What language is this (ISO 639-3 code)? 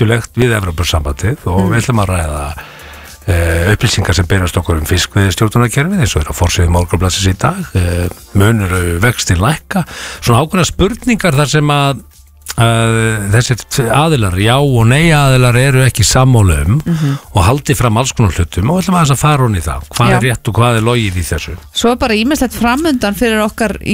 isl